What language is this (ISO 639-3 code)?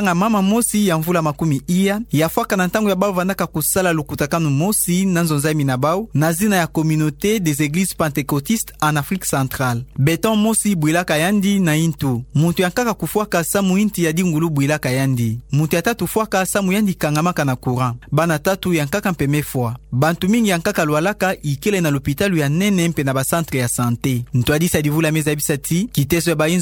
ktu